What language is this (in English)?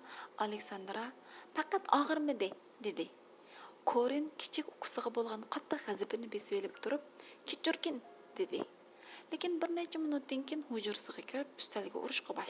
Uyghur